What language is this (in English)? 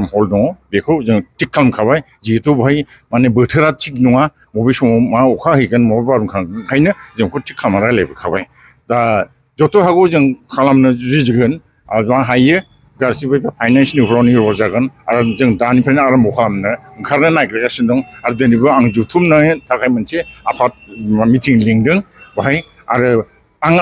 Bodo